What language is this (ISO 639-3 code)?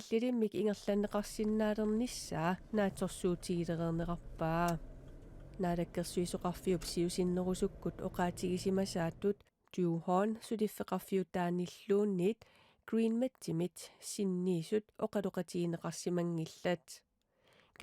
kal